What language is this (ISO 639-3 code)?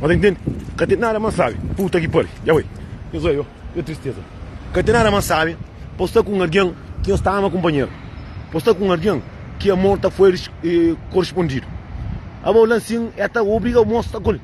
kea